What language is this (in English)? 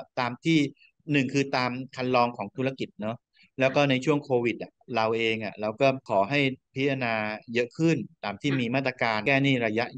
Thai